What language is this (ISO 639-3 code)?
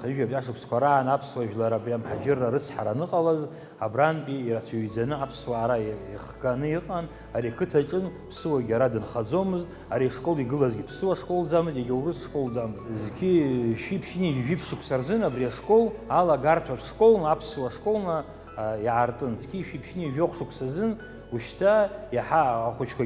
abk